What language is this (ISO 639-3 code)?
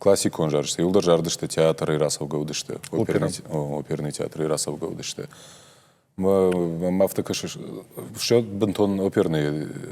oss